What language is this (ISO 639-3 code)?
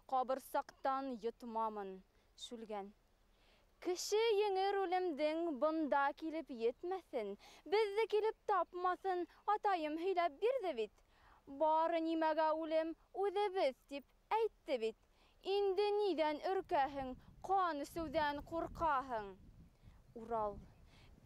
bak